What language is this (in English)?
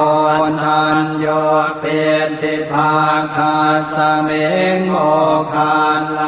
Pali